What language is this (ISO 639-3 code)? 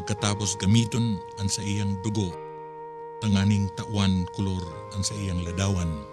bik